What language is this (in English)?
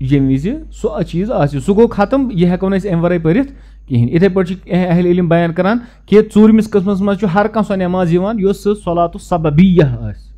Kashmiri